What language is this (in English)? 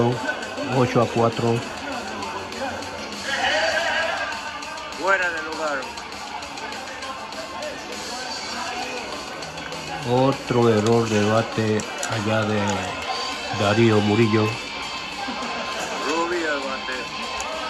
Spanish